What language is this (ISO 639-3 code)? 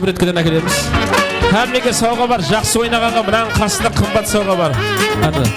kaa